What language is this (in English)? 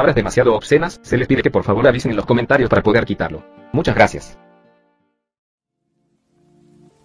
Spanish